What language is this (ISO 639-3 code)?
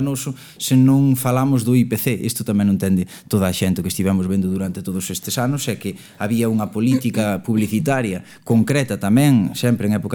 glg